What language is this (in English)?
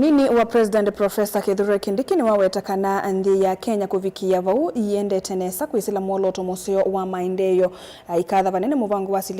Kamba